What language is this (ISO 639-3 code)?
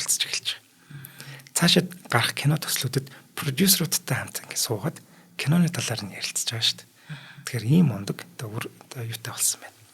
mon